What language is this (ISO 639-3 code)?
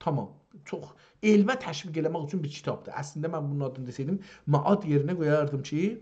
azb